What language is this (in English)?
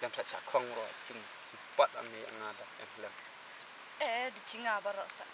Khasi